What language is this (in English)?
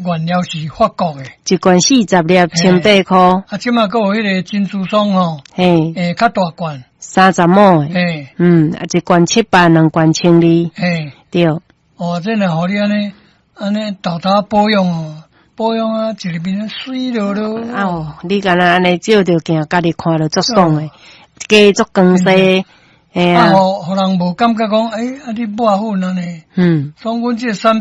Min Nan Chinese